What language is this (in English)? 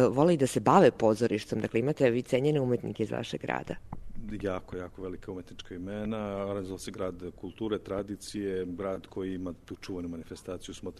Serbian